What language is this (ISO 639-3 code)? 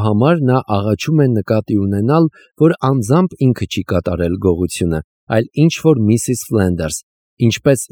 hye